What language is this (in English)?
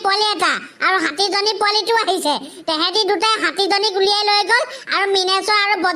Assamese